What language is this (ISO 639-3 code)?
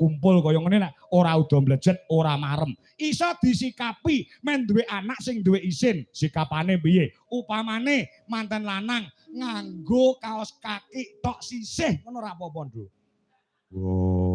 jav